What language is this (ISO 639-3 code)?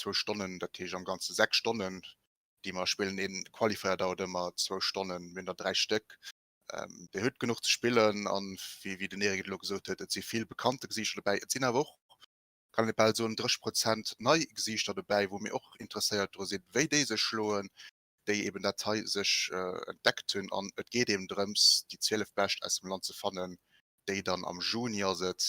ltz